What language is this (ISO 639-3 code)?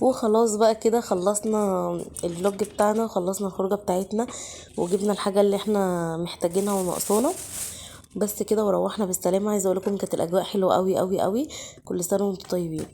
arz